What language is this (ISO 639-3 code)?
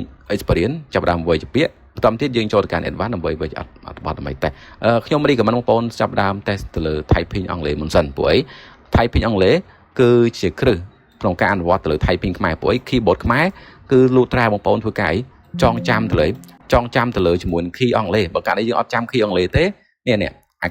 khm